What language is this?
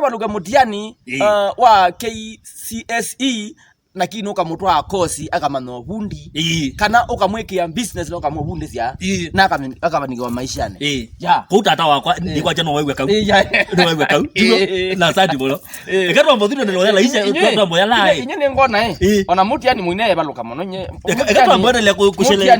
Kamba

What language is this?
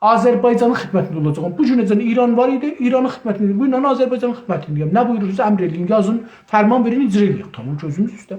South Azerbaijani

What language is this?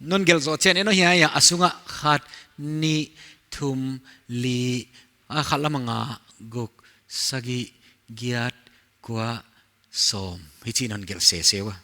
Paite Chin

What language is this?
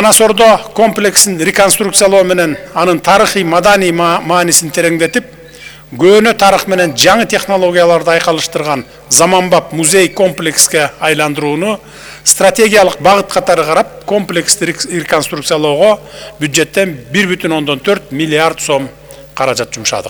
Kyrgyz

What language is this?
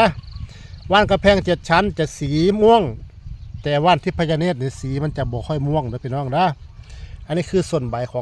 Northeastern Thai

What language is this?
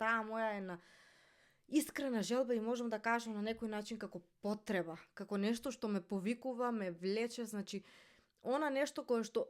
Macedonian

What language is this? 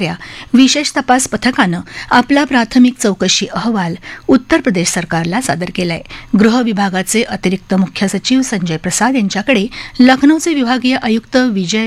Marathi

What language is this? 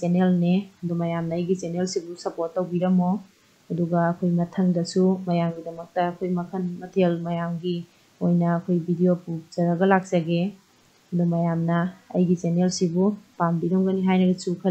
Manipuri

